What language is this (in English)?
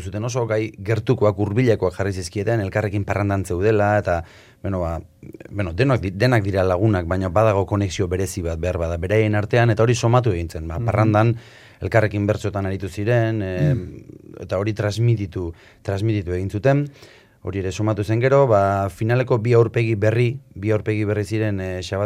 Basque